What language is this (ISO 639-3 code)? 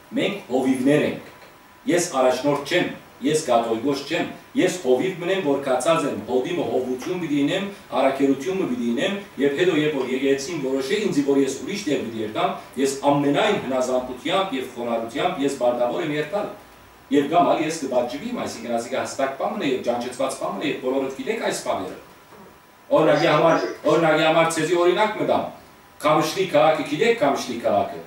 hyw